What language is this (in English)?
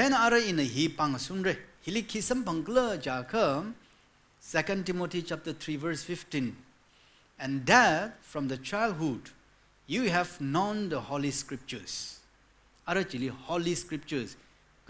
Tangkhul Naga (India)